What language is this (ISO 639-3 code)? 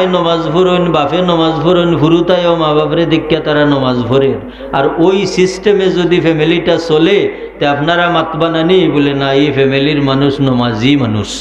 syl